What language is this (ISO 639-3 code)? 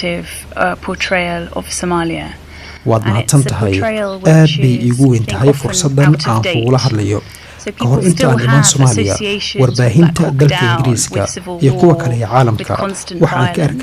som